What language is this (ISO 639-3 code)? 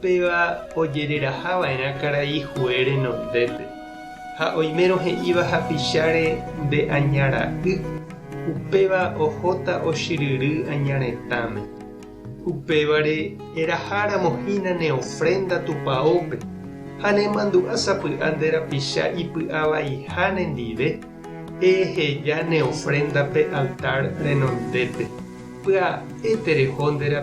grn